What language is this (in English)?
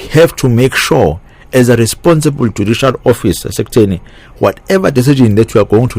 Zulu